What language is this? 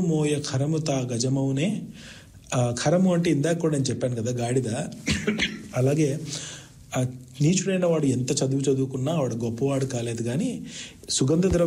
Telugu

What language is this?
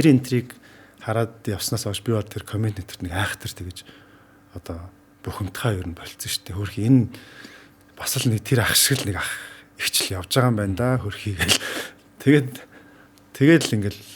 Mongolian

